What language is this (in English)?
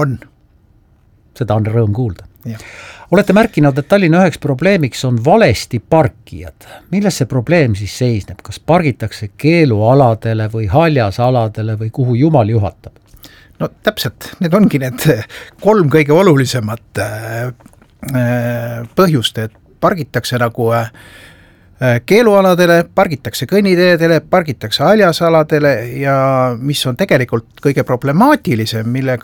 Estonian